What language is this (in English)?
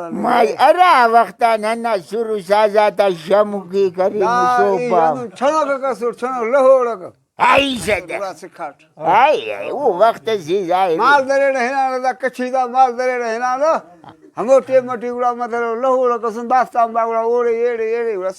Brahui